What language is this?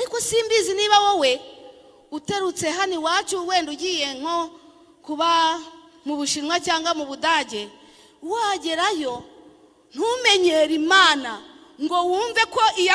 Kinyarwanda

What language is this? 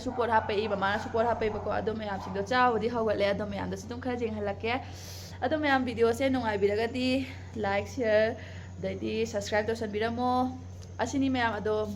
Manipuri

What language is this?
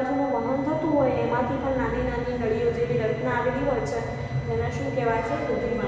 Gujarati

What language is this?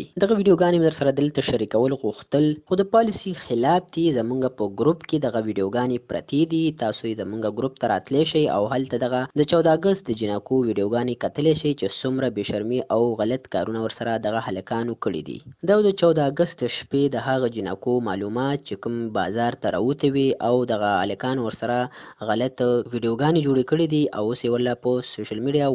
Pashto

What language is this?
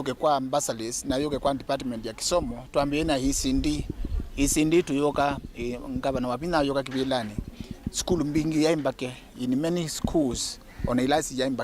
Kamba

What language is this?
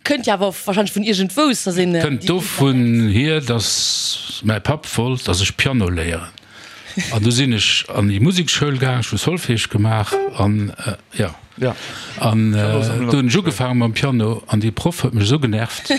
Luxembourgish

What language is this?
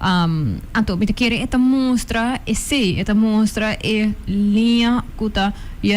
Papiamento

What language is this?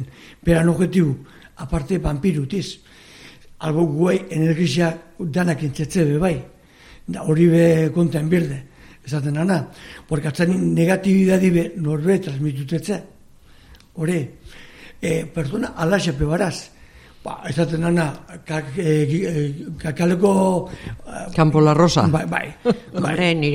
Basque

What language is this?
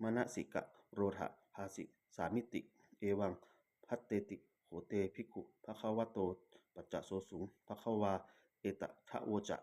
Pali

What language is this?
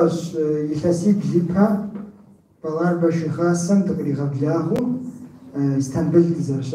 Kabardian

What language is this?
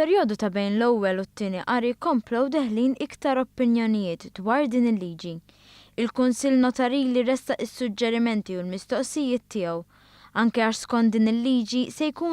Maltese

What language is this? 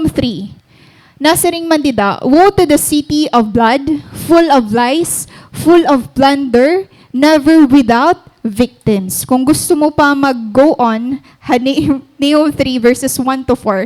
Waray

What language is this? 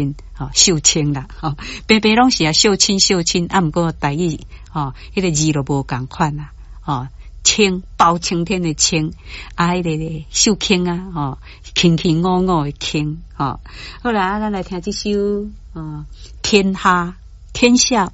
Min Nan Chinese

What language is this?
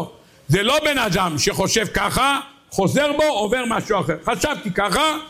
Hebrew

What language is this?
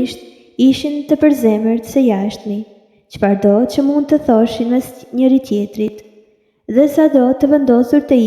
Albanian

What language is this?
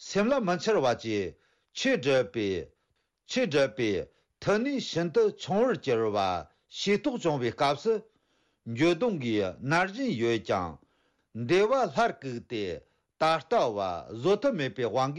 Tibetan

